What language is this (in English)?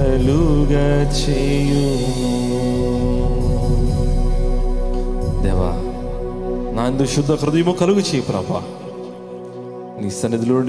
Telugu